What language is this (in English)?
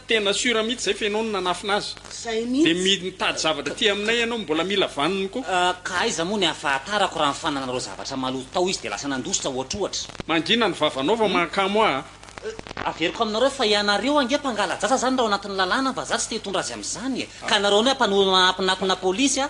Malagasy